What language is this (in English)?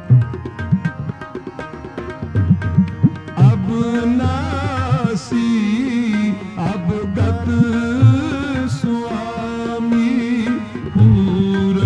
Hindi